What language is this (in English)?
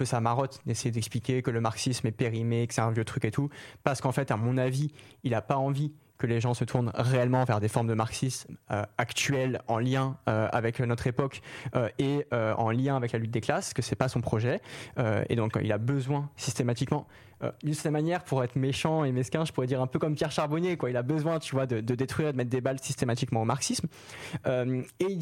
French